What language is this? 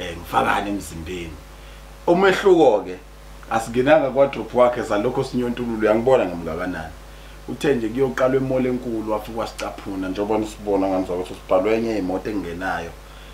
Zulu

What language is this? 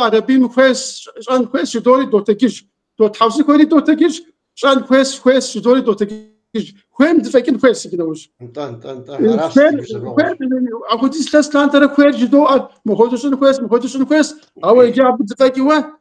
Kabardian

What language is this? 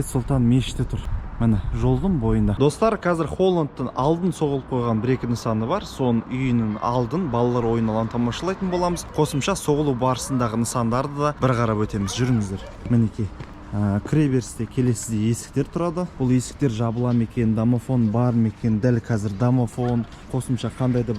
Kazakh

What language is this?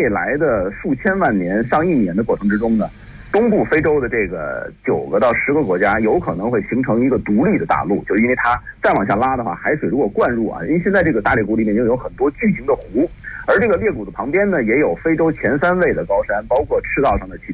Chinese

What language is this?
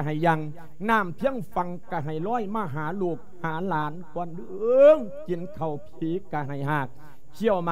Lao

